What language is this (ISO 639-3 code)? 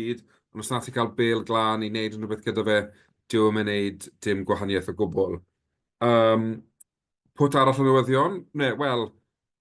cym